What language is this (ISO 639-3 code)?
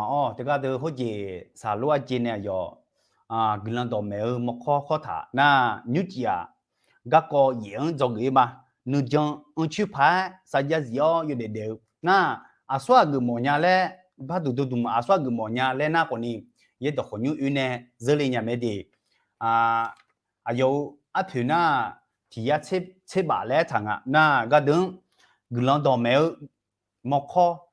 ahk